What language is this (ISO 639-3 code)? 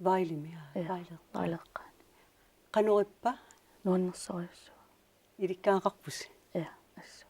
kal